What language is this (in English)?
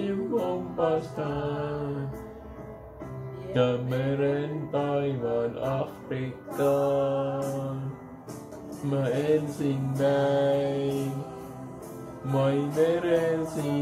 Finnish